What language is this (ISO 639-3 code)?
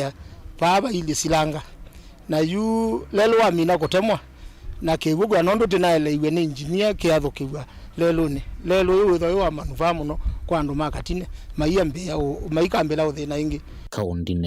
kam